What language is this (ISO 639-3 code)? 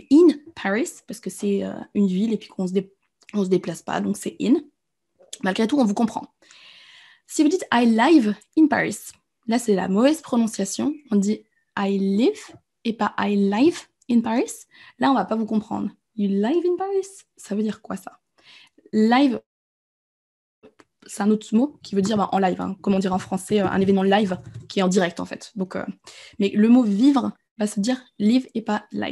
fra